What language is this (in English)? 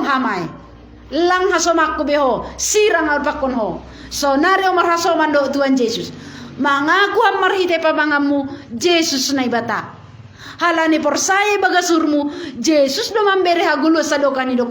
Batak Simalungun